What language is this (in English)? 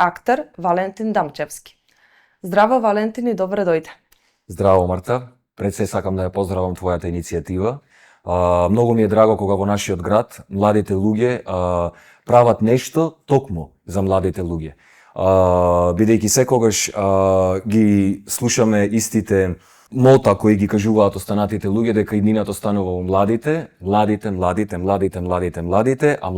Macedonian